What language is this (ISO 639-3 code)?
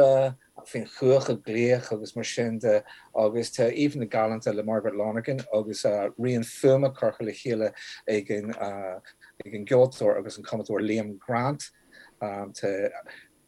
gle